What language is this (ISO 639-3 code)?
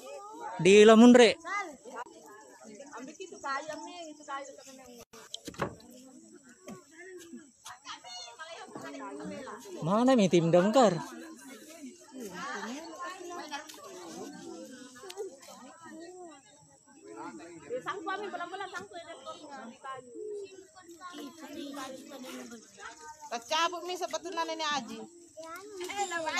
ind